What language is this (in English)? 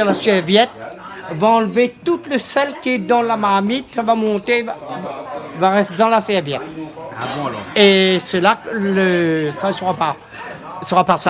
Réunion Creole French